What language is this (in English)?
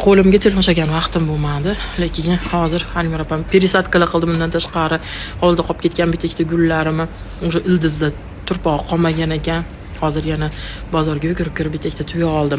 Uzbek